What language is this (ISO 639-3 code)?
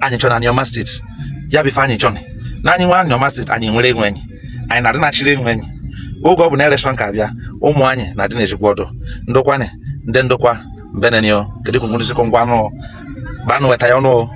ibo